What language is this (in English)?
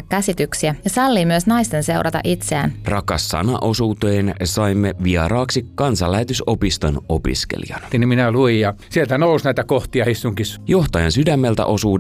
Finnish